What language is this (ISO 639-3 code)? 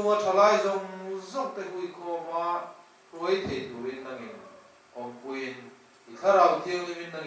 lus